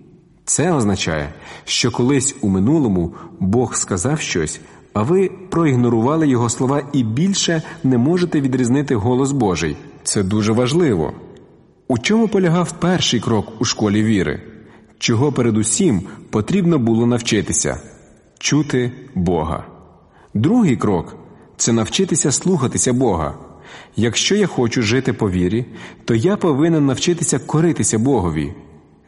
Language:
Ukrainian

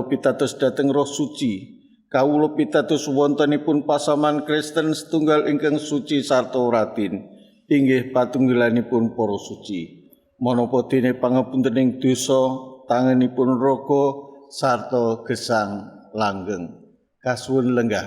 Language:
Javanese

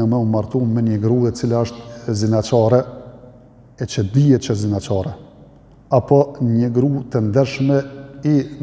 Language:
Albanian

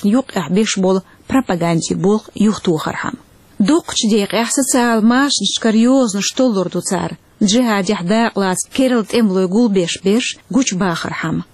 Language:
Chechen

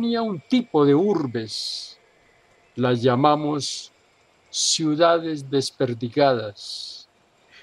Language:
Spanish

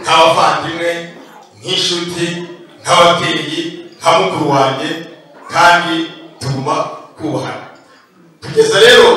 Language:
Kinyarwanda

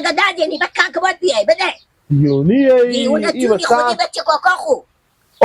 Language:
Hazaragi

